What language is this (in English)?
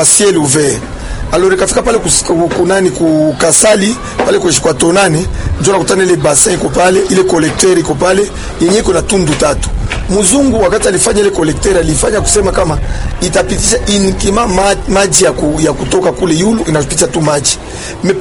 Swahili